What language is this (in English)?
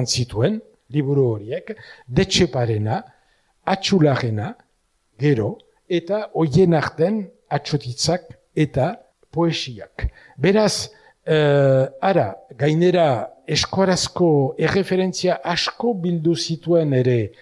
Basque